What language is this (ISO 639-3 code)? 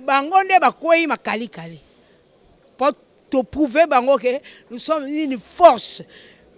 lin